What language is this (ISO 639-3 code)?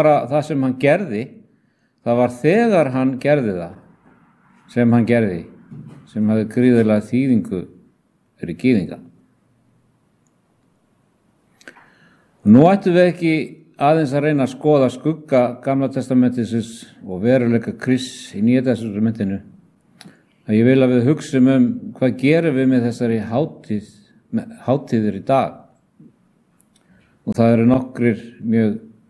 isl